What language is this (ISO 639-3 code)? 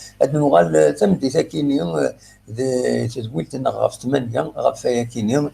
kab